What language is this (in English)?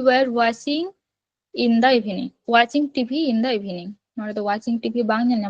Santali